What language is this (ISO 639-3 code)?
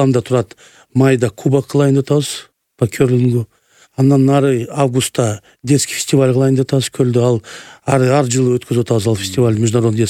kir